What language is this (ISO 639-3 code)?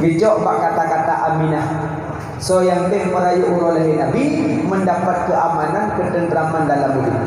ace